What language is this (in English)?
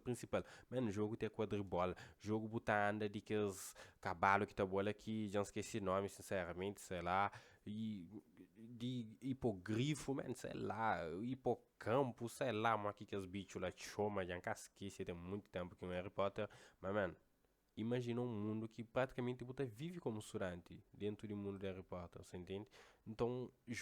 Kabuverdianu